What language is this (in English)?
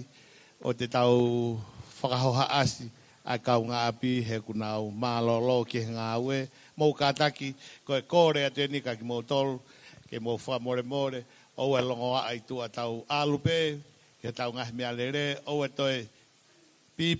Tongan